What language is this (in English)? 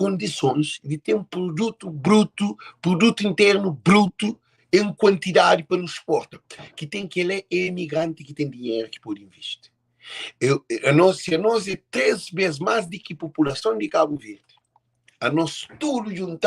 Kabuverdianu